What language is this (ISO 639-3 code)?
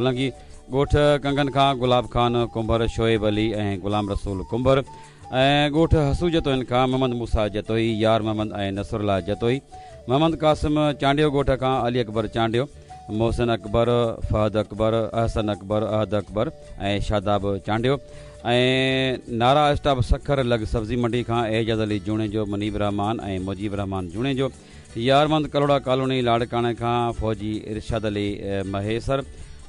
snd